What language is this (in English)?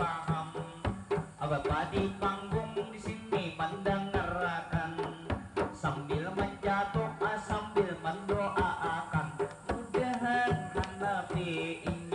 Banjar